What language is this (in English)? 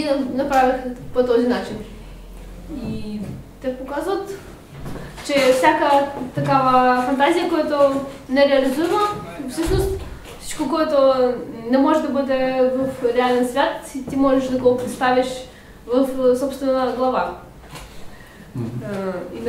Bulgarian